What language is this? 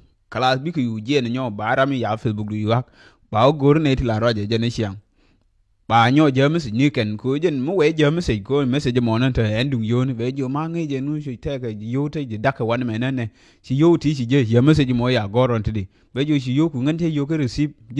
Nuer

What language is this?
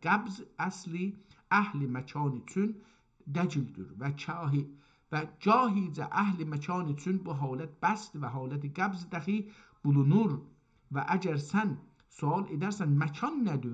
South Azerbaijani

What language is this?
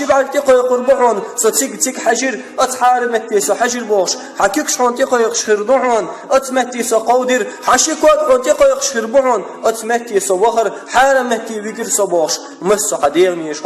Chechen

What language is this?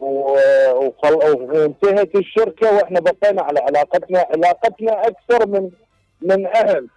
Mesopotamian Arabic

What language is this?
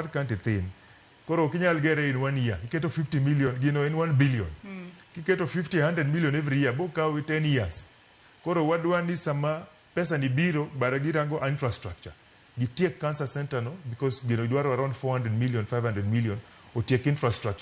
Luo (Kenya and Tanzania)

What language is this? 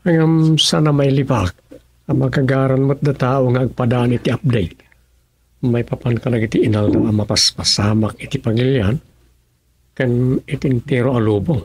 Iloko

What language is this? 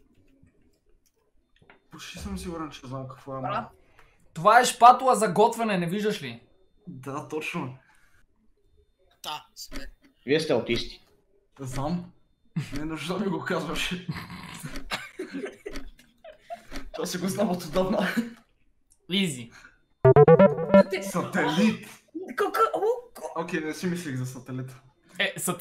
Bulgarian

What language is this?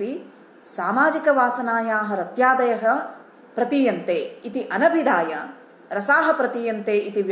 Sanskrit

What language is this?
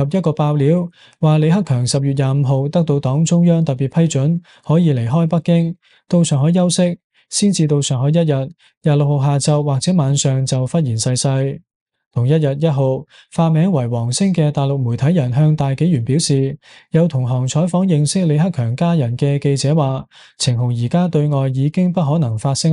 Cantonese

